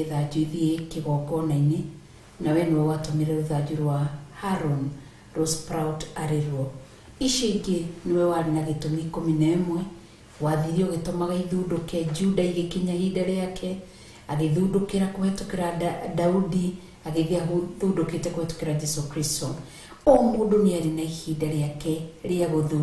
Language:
Kikuyu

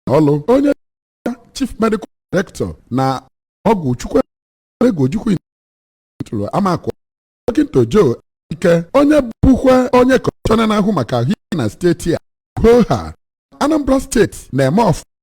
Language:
Igbo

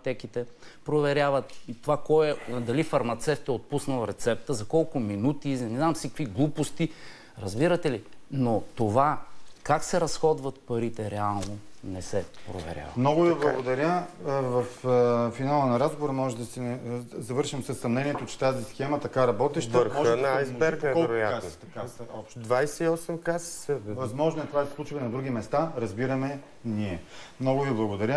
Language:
Bulgarian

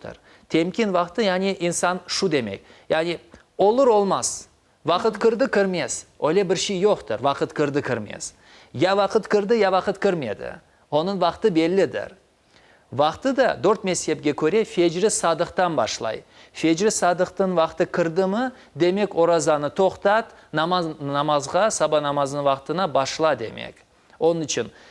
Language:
Crimean Tatar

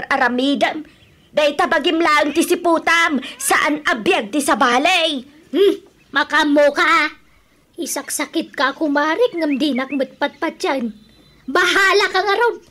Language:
Iloko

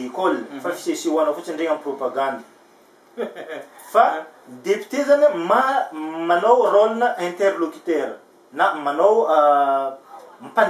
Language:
Malagasy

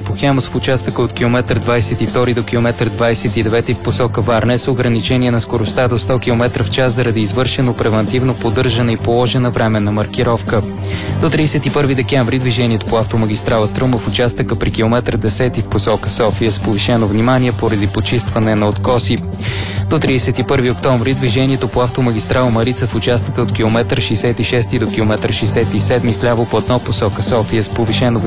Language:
Bulgarian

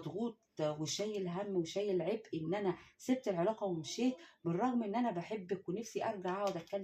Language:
Egyptian Arabic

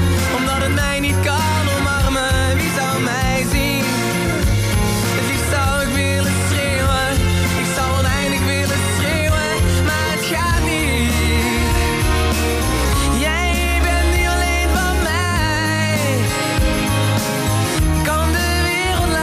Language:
Dutch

